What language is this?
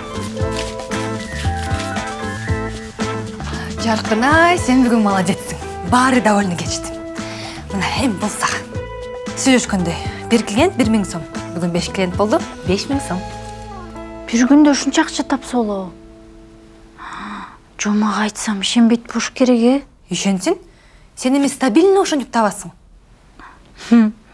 Kyrgyz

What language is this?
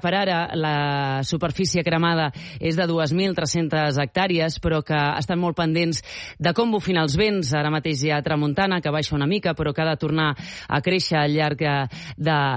Catalan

